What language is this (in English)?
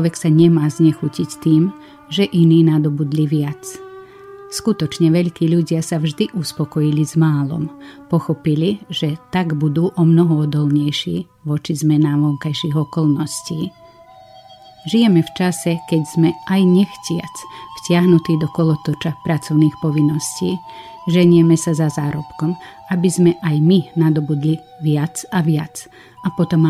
Slovak